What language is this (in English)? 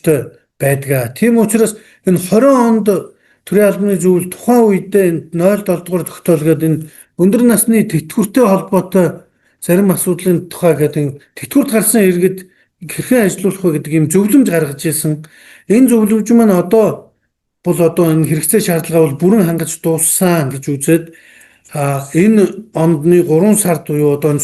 Mongolian